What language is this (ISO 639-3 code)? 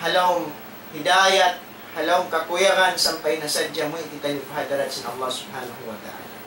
tsg